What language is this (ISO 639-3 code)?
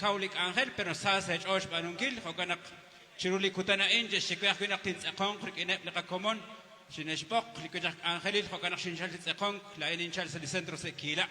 kek